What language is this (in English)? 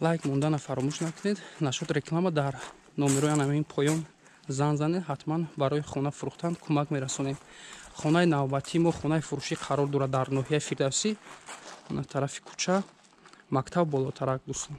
Tajik